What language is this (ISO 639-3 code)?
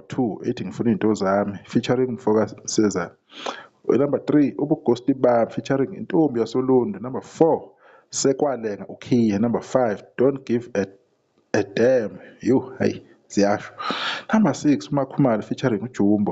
zul